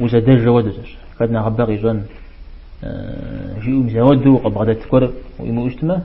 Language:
Kabardian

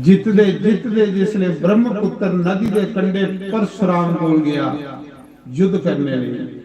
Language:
Dogri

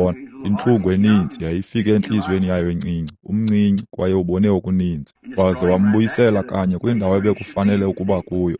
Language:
Xhosa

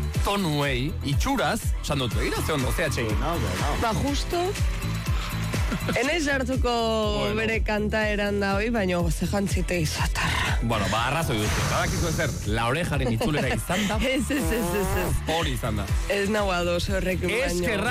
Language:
Basque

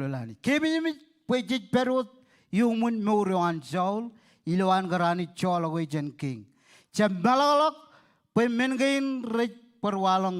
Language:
Marshallese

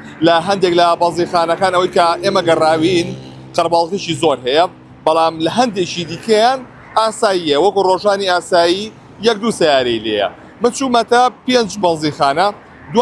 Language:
Central Kurdish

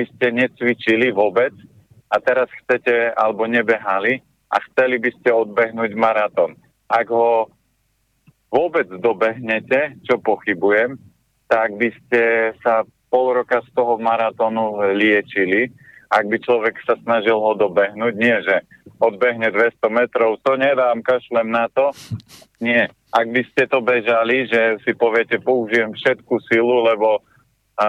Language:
Slovak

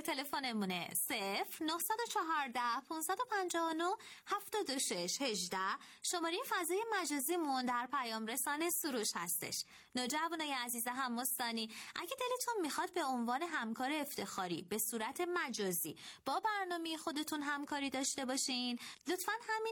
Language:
Persian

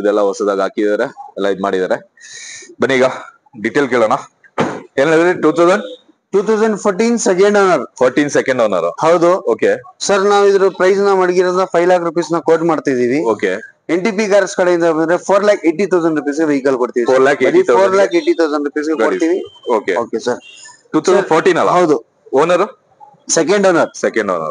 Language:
Kannada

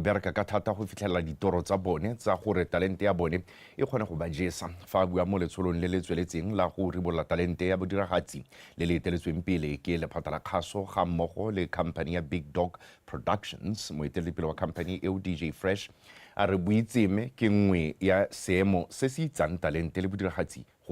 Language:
Tswana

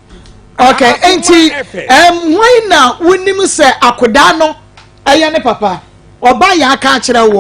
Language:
Akan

